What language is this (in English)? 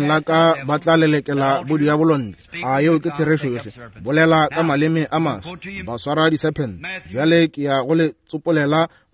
Northern Sotho